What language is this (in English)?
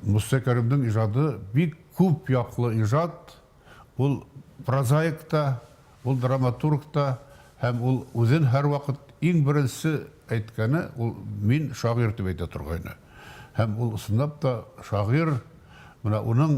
Bashkir